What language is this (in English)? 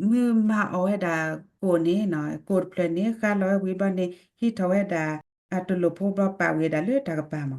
S'gaw Karen